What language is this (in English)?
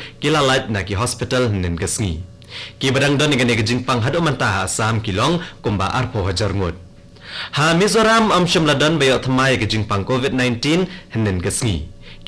Khasi